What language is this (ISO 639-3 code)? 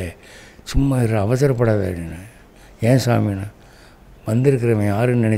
tam